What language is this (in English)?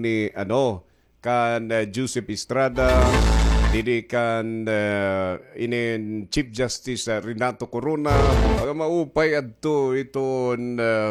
Waray